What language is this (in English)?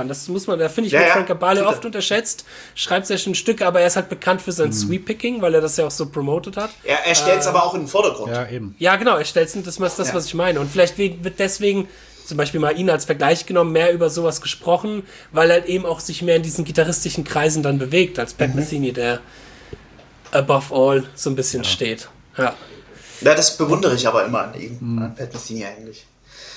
German